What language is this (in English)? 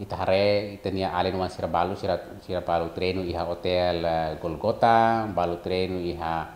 Tetum